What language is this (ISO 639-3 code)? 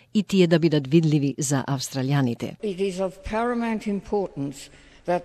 mkd